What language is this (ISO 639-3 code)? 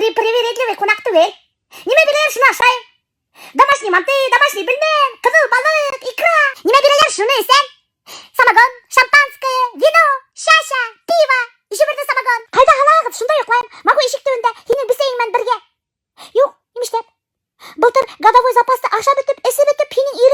bak